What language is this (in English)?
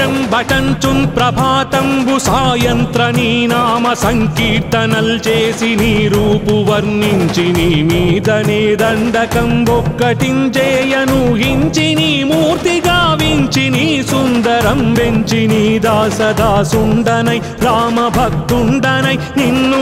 Telugu